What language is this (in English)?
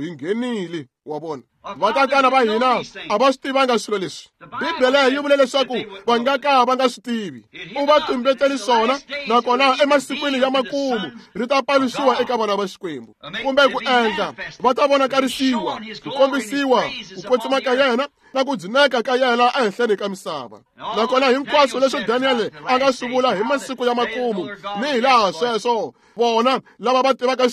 Tsonga